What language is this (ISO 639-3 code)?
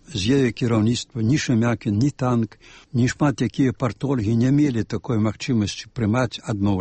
bel